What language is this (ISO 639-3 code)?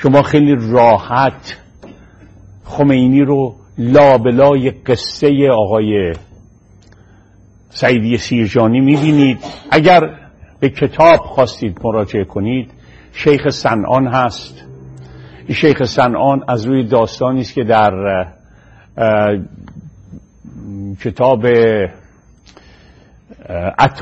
fas